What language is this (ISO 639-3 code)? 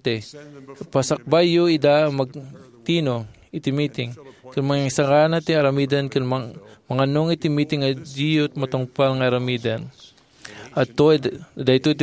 ilo